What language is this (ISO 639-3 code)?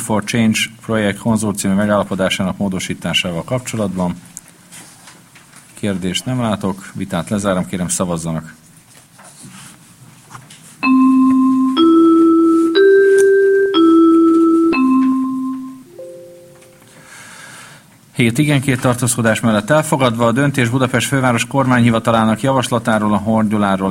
hun